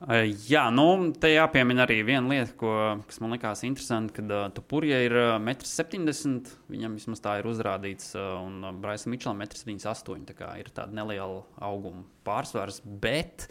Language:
Latvian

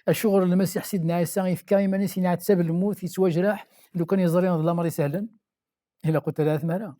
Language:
Kabyle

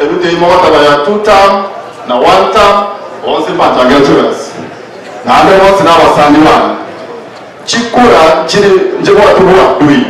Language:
Gusii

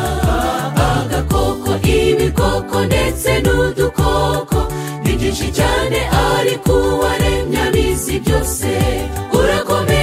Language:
Kinyarwanda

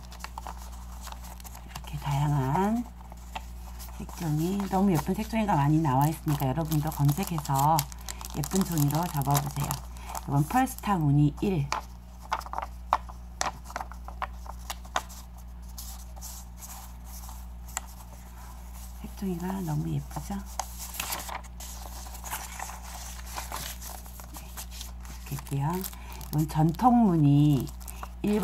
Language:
Korean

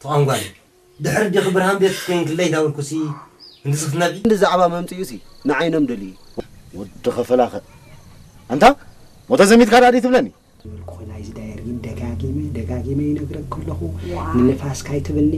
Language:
Tigrinya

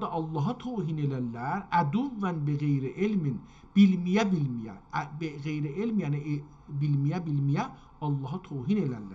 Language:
South Azerbaijani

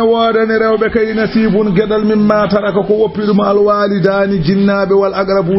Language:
Fula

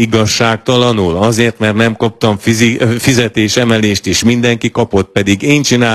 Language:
Hungarian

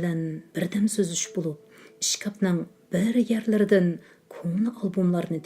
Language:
Uyghur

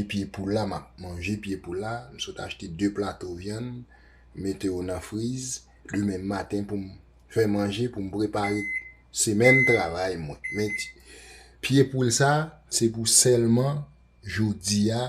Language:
Haitian Creole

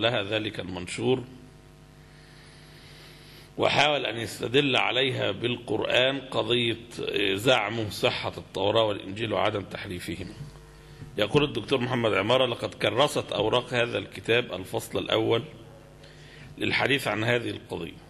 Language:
Arabic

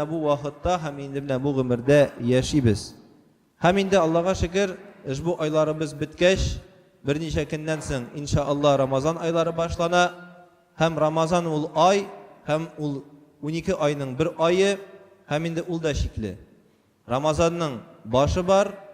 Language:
Tatar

